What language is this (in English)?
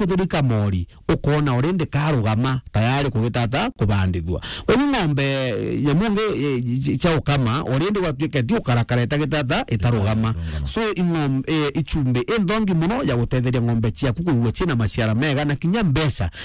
Meru